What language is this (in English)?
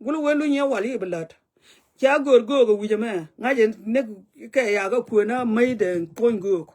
Nuer